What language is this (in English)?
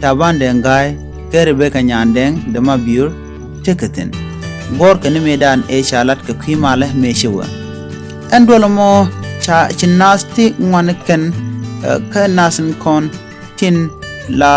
Nuer